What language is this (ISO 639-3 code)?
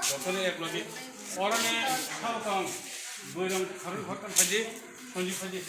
trp